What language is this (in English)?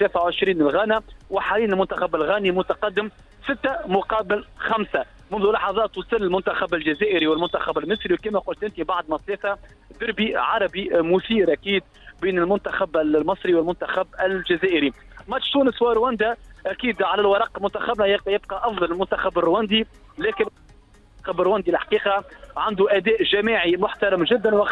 Tunisian Arabic